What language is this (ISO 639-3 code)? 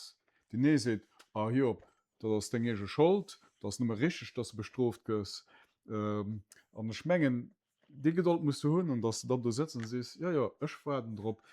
ltz